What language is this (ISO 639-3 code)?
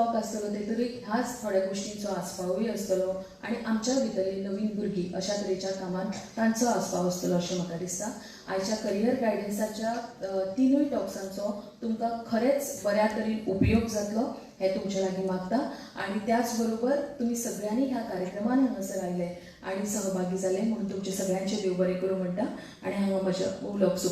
kok